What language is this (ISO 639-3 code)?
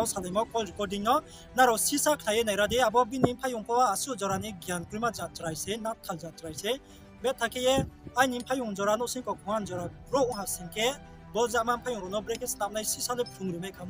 ria